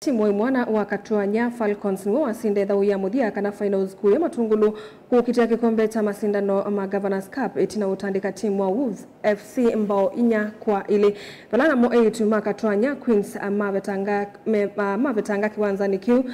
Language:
Kamba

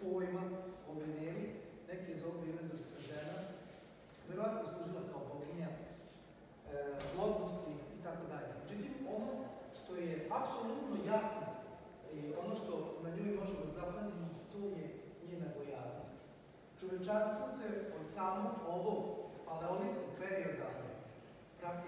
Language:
Serbian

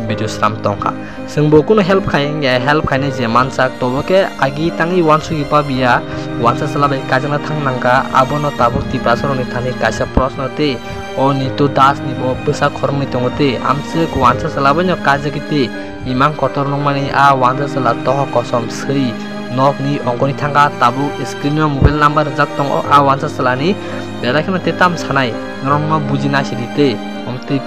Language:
Kok Borok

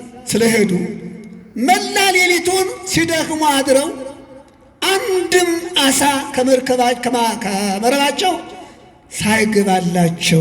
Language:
Amharic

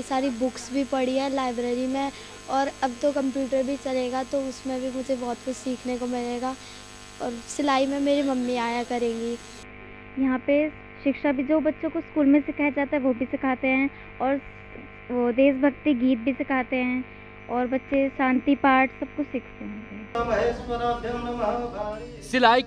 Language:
Hindi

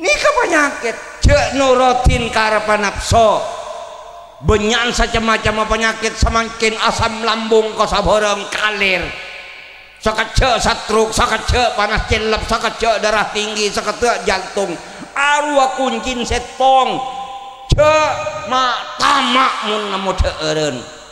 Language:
Madurese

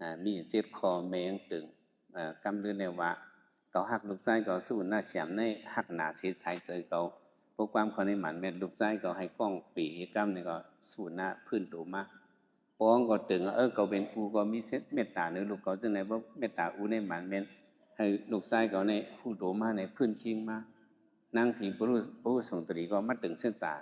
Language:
Shan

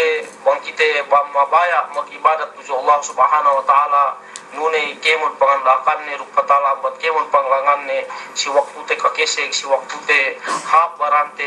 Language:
Yakan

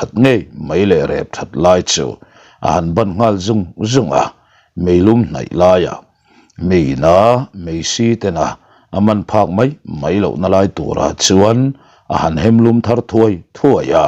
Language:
Mizo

